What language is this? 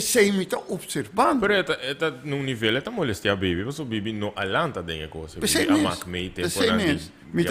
Papiamento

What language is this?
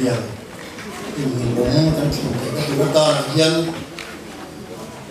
Mizo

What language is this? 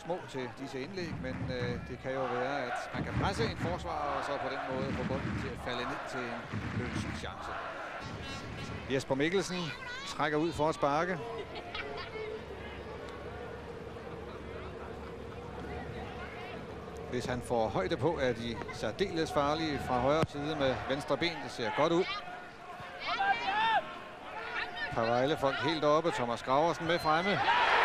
Danish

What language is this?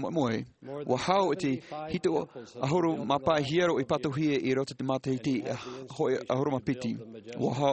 Tahitian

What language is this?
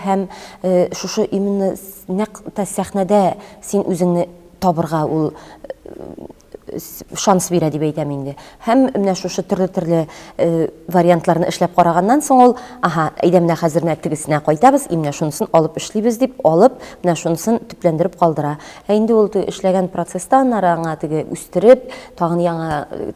Tatar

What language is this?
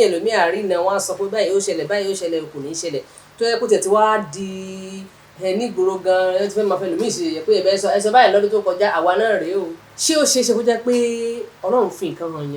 Yoruba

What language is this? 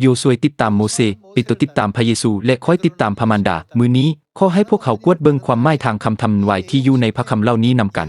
Lao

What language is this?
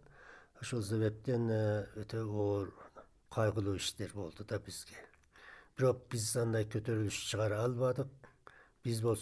Kyrgyz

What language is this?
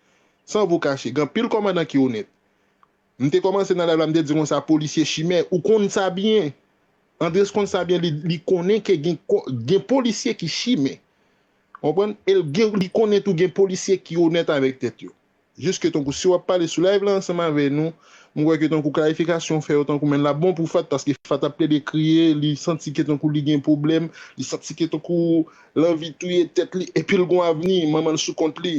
Haitian Creole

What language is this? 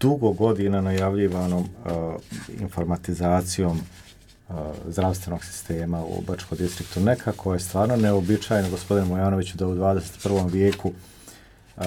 Bosnian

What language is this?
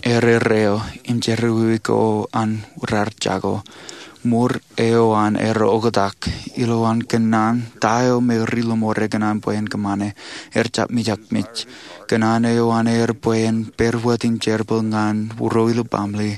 Marshallese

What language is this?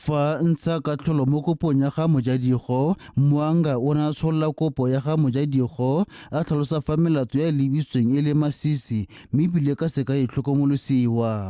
Tswana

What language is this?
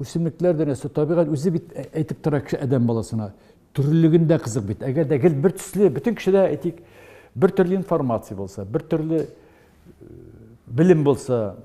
Tatar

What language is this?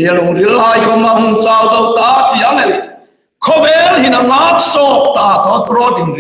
Hmar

